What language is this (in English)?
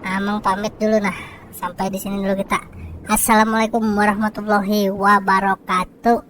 Banjar